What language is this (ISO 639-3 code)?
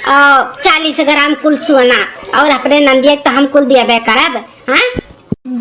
awa